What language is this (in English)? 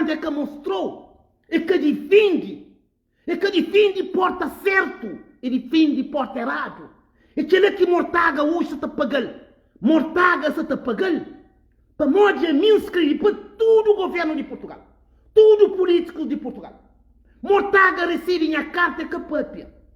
Kabuverdianu